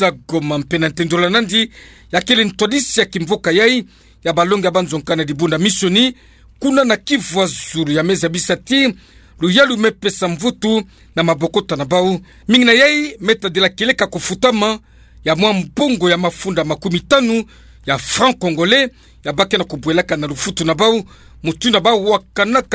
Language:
Kituba (Democratic Republic of Congo)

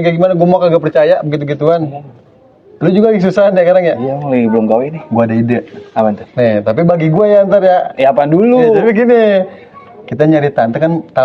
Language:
Betawi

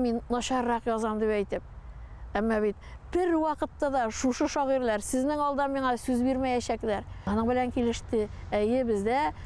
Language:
Tatar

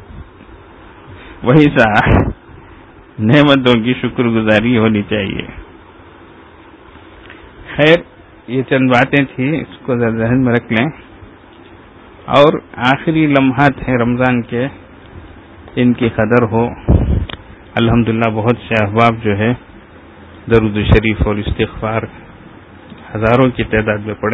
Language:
Urdu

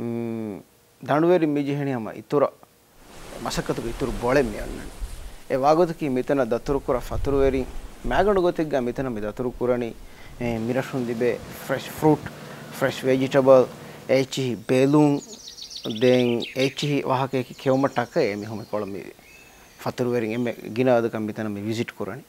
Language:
Divehi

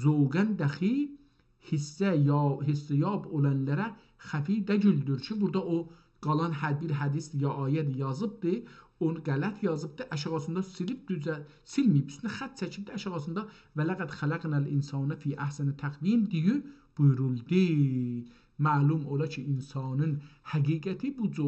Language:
South Azerbaijani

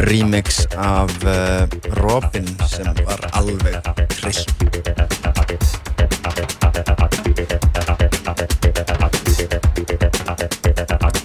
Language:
Icelandic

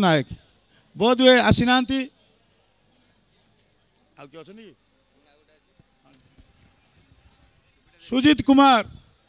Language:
Odia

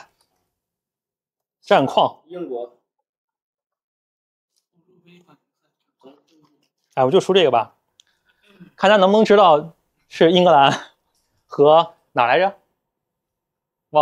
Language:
Chinese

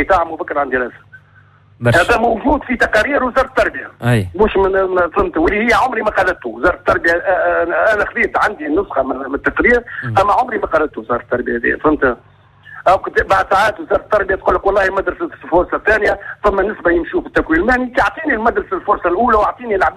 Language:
Tunisian Arabic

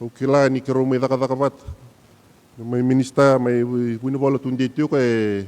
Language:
Fijian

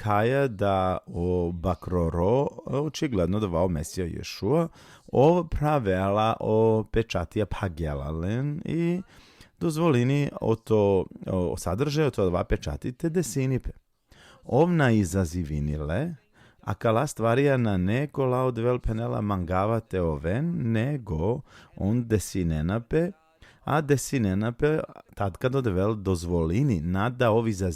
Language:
Balkan Romani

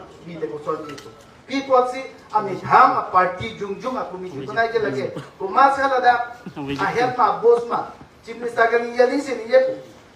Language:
Karbi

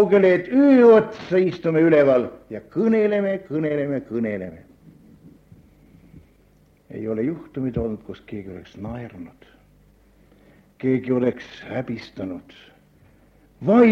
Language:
Estonian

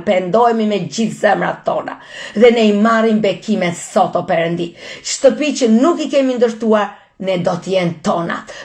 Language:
Albanian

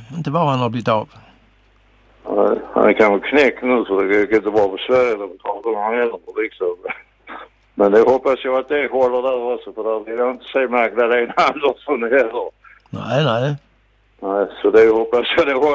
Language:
Swedish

